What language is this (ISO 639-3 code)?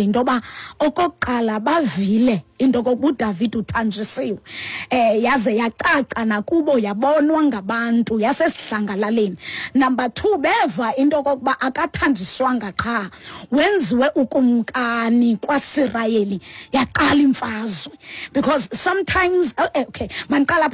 xho